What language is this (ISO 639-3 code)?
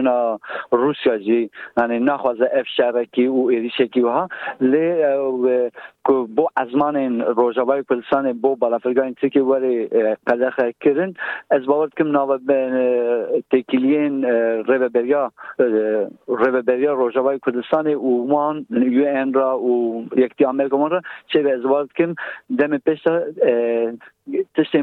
kur